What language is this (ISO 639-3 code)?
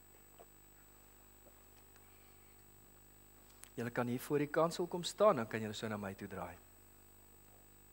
afr